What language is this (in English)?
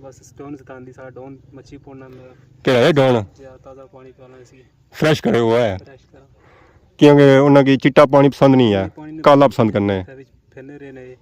Pahari-Potwari